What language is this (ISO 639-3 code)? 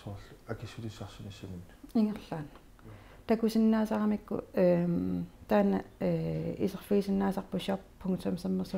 kal